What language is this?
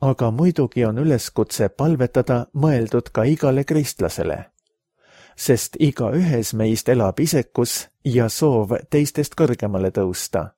Estonian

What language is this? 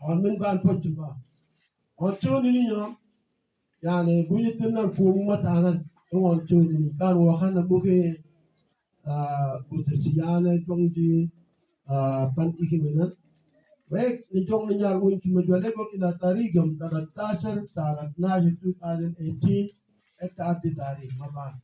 Mabaan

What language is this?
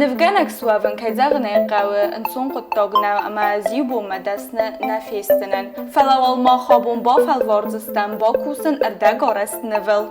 Ossetic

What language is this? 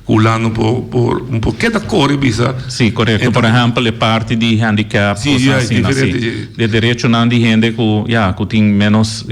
Papiamento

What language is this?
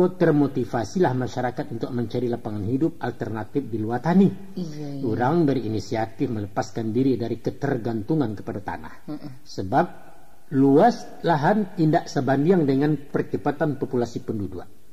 Minangkabau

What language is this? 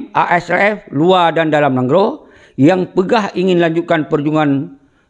Achinese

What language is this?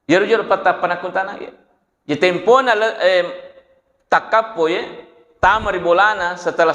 Buginese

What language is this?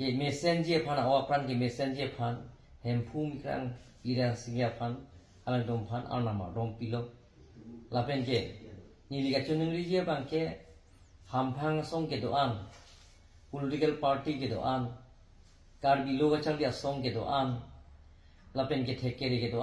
Karbi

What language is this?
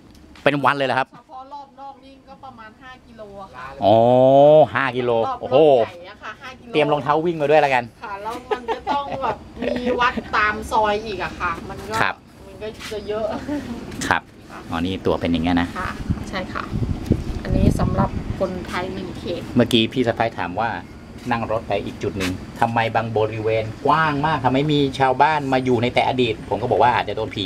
Thai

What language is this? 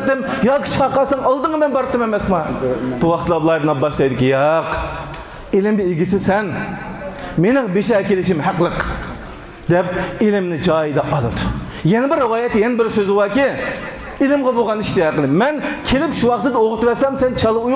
Uyghur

